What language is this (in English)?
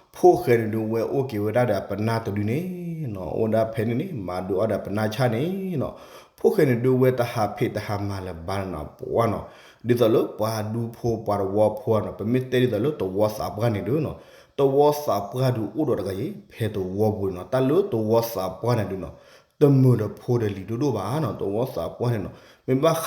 S'gaw Karen